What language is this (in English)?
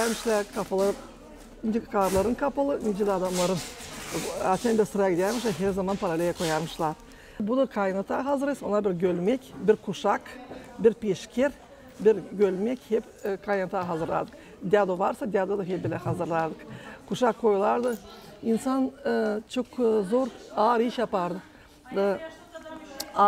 Gagauz